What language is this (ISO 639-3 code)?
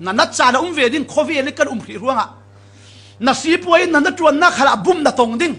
cfm